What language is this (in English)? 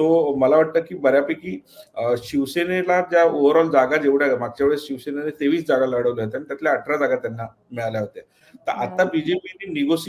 Marathi